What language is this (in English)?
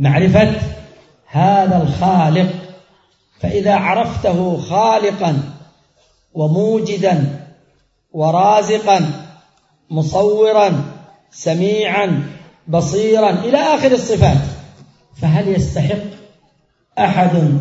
Arabic